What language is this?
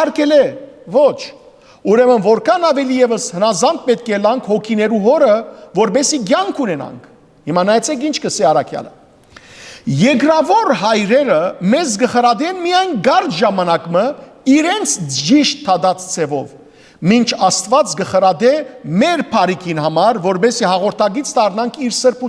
Western Armenian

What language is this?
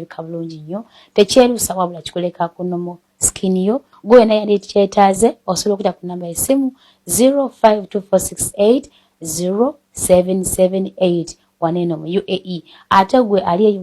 Ganda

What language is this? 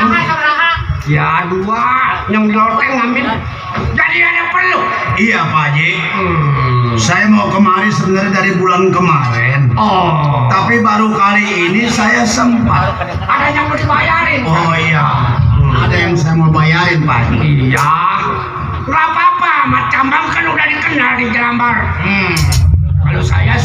Betawi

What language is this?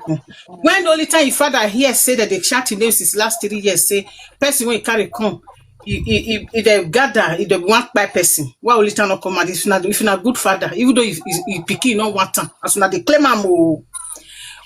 Nigerian Pidgin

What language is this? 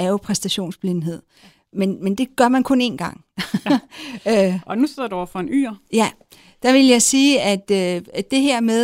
Danish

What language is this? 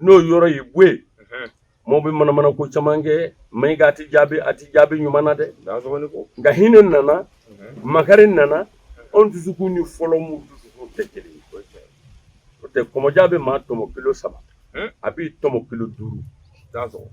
Bambara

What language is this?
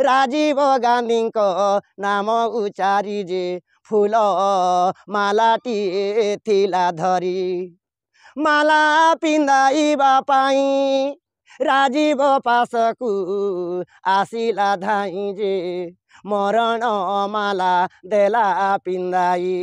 Odia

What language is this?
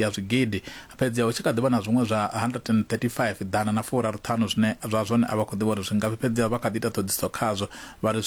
Venda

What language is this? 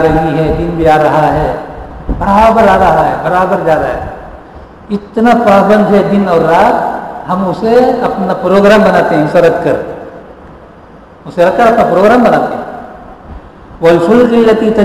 Urdu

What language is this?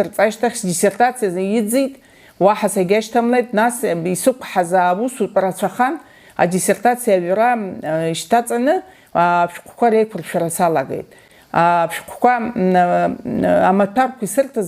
Abkhazian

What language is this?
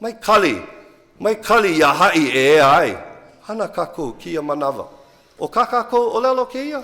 Hawaiian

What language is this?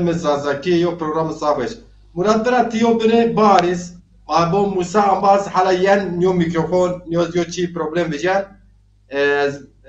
Zaza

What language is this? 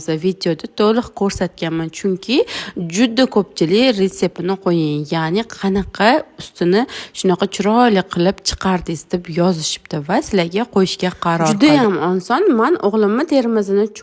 Uzbek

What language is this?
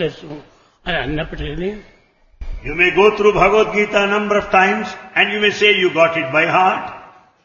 Telugu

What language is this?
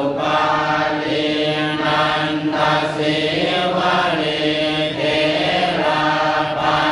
Pali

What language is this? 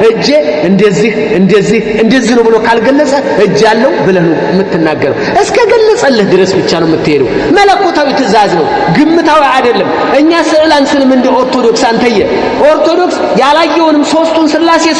Amharic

